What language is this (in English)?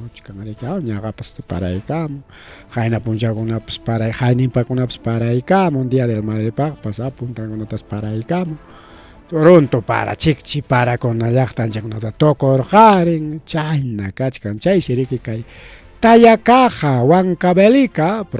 Ayacucho Quechua